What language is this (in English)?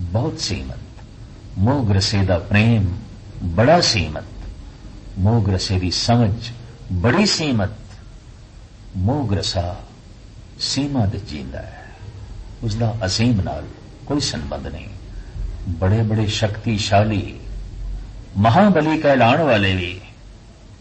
Punjabi